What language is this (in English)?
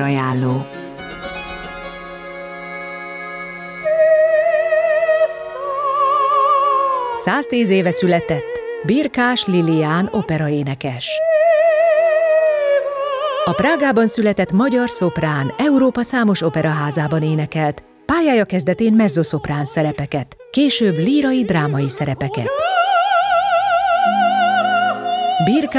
Hungarian